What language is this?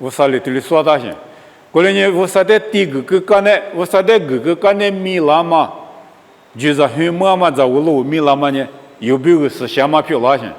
Lisu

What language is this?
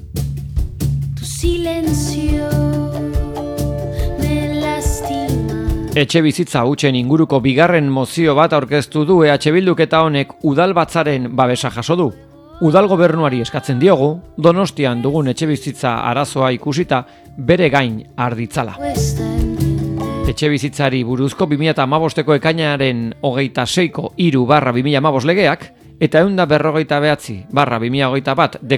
Basque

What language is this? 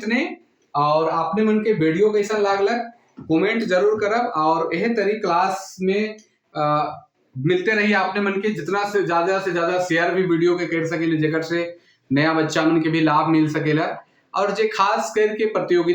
Sadri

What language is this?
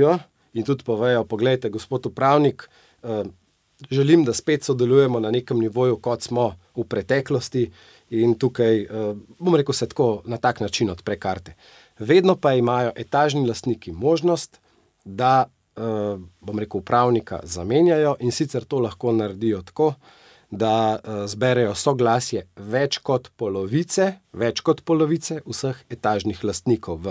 Slovenian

